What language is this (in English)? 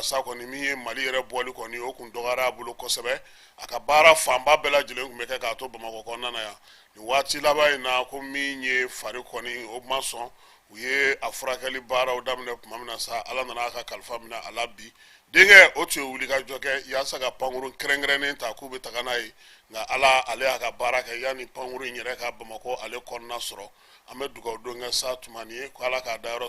Bambara